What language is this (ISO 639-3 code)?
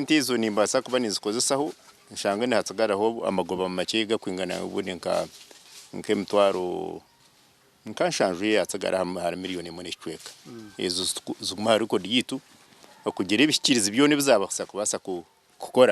nyn